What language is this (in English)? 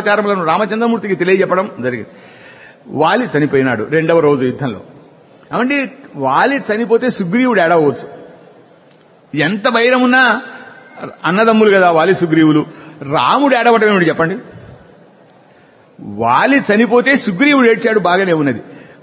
Telugu